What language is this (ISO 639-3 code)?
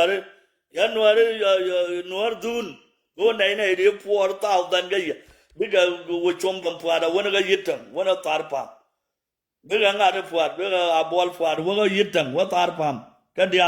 nus